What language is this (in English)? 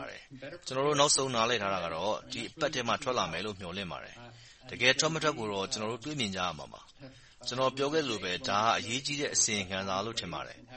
Burmese